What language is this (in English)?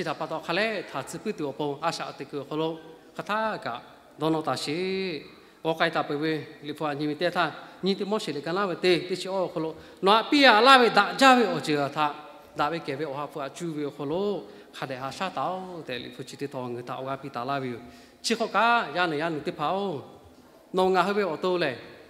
Lahu